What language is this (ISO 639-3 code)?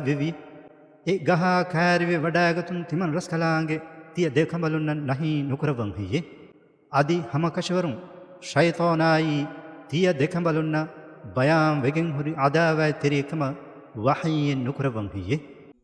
div